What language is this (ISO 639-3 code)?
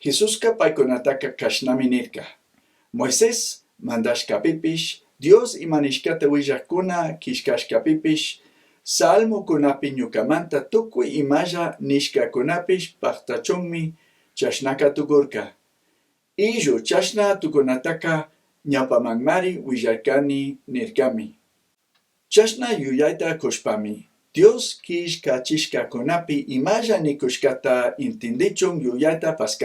qug